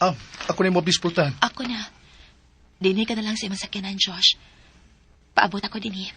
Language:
Cebuano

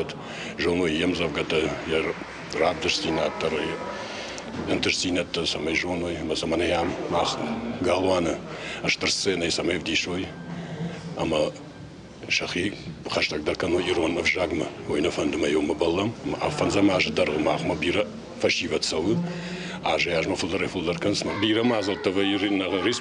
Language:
Ossetic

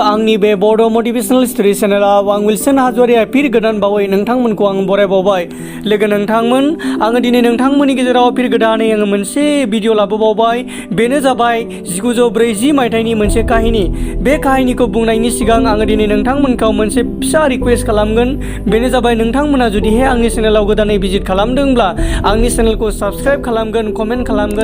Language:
Bodo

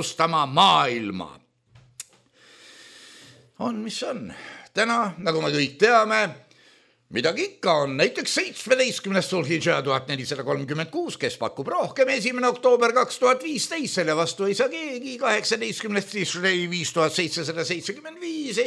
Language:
Estonian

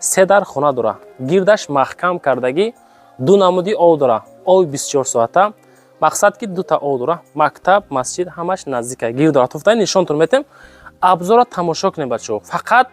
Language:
Tajik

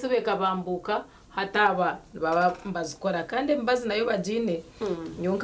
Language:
Nyankole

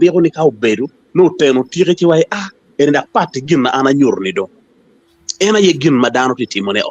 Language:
Acoli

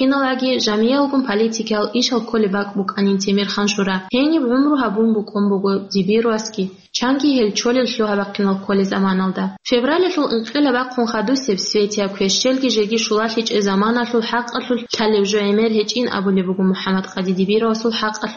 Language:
Avaric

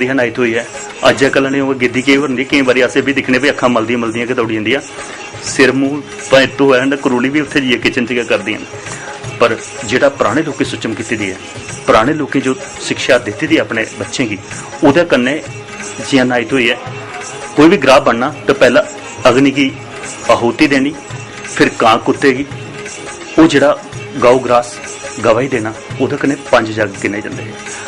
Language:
Dogri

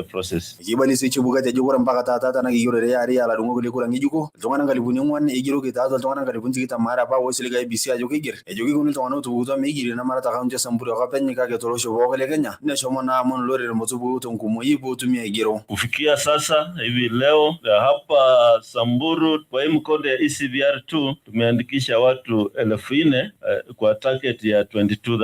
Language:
Masai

